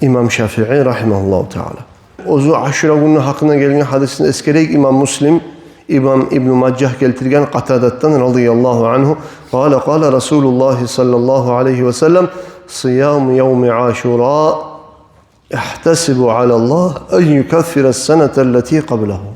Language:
Kumyk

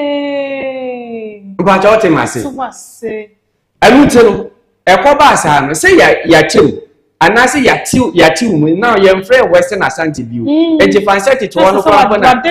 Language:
Akan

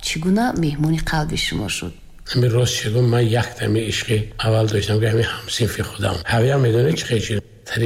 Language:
Tajik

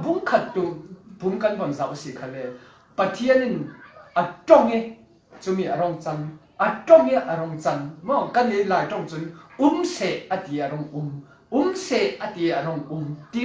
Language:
Falam Chin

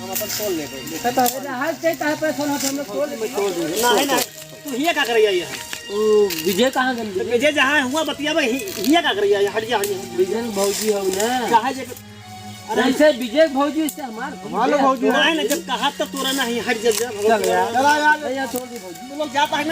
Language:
Awadhi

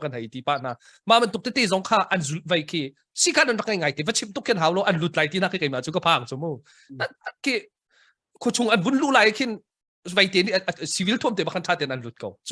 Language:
Hakha Chin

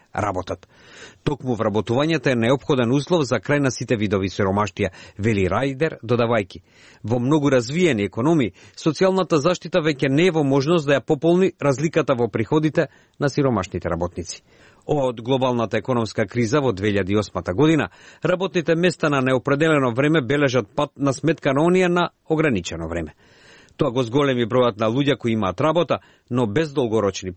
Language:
Macedonian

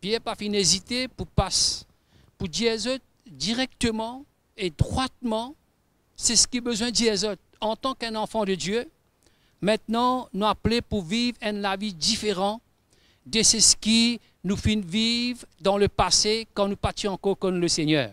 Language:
Morisyen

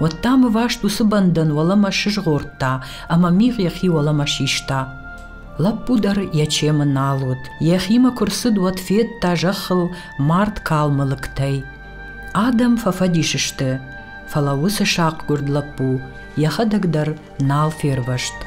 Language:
Ossetic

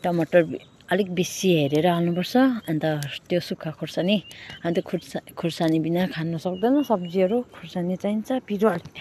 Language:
Nepali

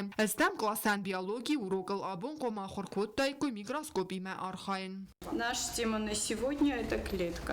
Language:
Ossetic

